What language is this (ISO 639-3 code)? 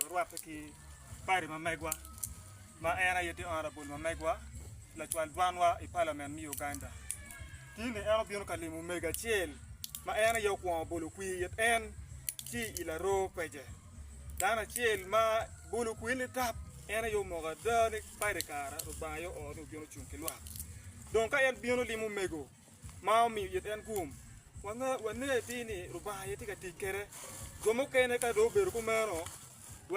ach